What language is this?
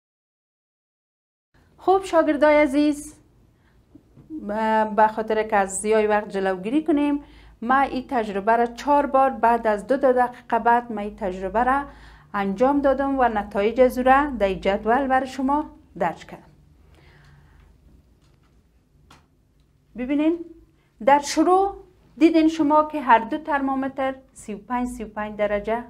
Persian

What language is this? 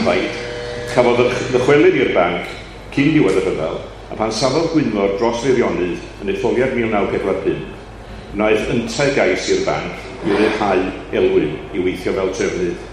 Welsh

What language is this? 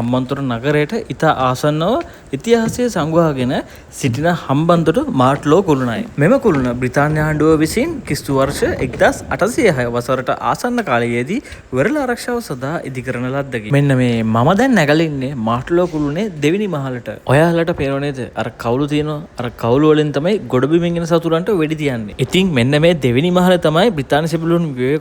Sinhala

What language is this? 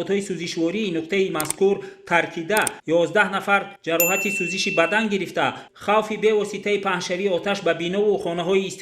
Tajik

